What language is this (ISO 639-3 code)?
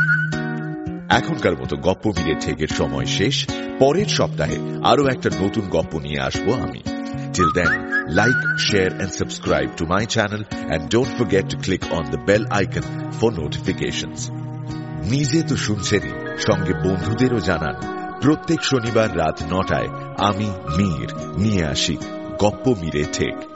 ben